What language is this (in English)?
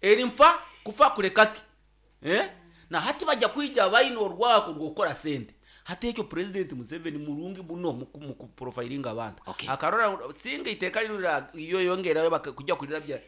Nyoro